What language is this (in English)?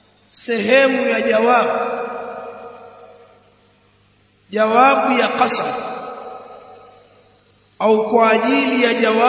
Swahili